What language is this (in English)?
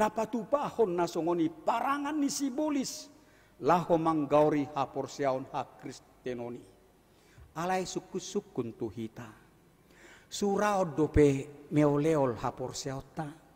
Batak Toba